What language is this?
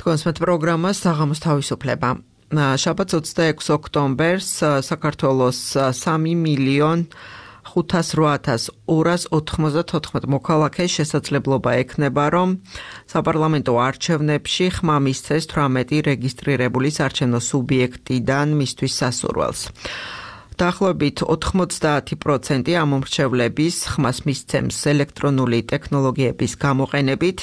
Georgian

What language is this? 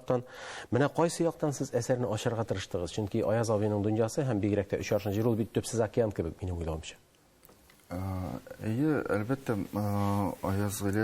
Tatar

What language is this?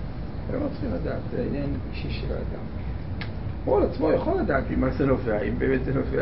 Hebrew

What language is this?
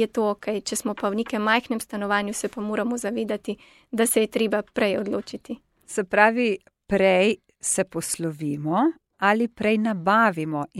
Slovenian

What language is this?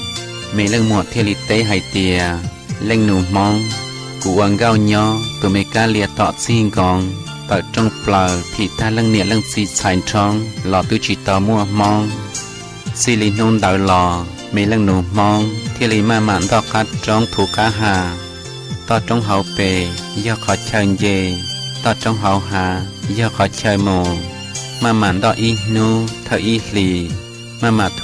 Hmong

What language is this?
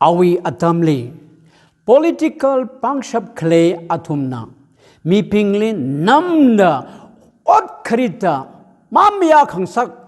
Tangkhul Naga (India)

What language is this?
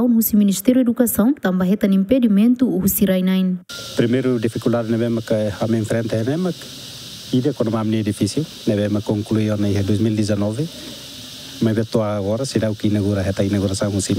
Tetum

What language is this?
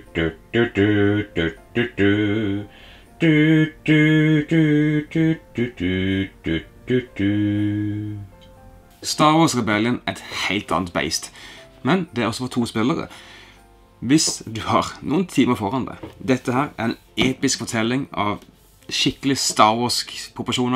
Norwegian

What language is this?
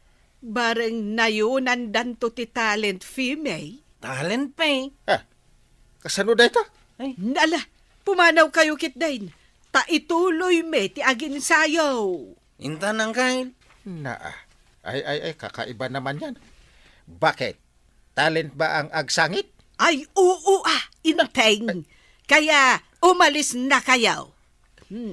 Iloko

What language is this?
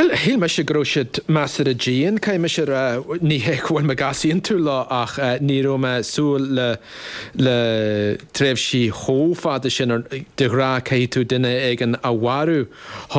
Irish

